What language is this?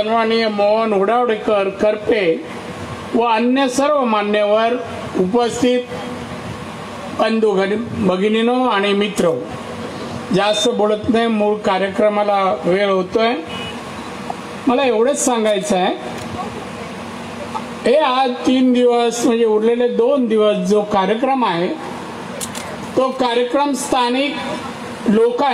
Marathi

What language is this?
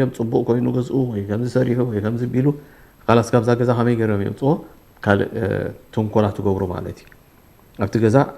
Tigrinya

